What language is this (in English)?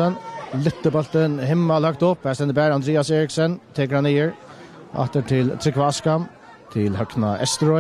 Faroese